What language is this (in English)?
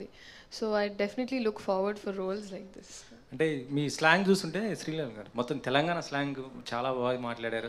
Telugu